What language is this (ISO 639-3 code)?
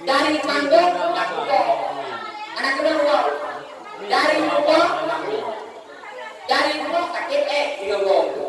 ace